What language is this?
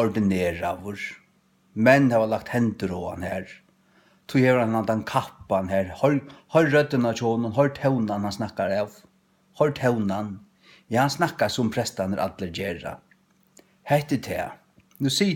Faroese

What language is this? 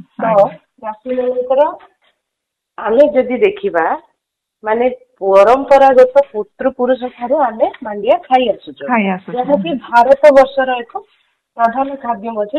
Odia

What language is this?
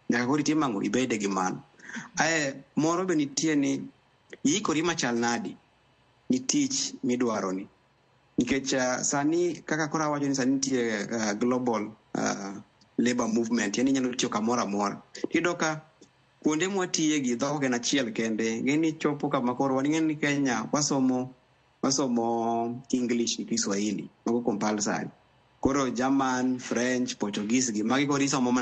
Luo (Kenya and Tanzania)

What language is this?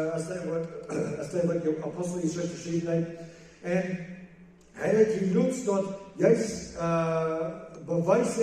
Plautdietsch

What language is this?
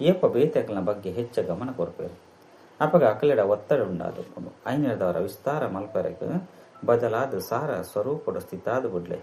Tulu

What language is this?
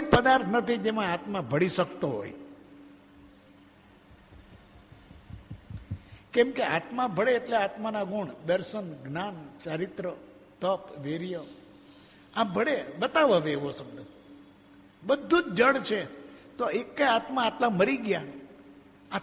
Gujarati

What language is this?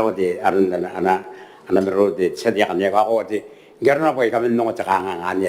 Gilbertese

